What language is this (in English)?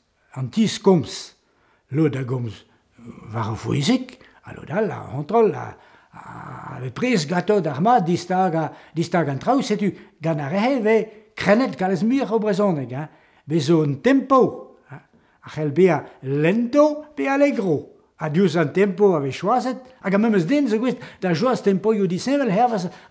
Breton